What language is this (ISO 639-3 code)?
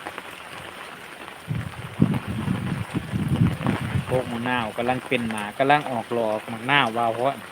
lao